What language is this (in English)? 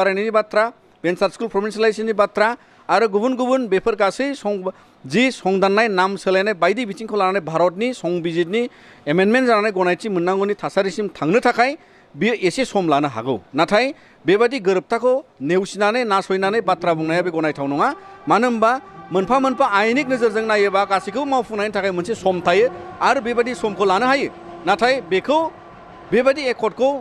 Bodo